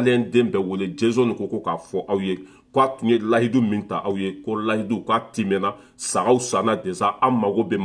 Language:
Bambara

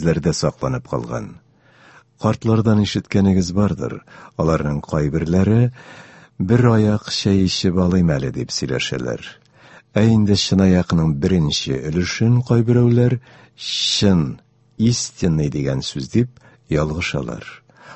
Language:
Tatar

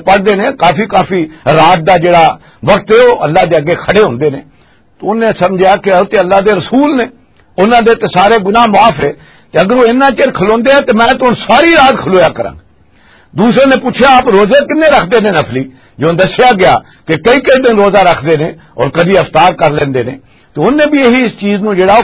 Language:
Western Panjabi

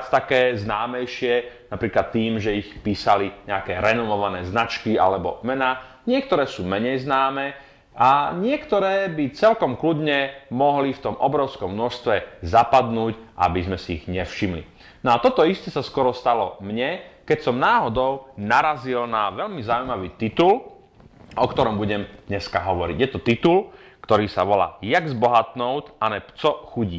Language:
Slovak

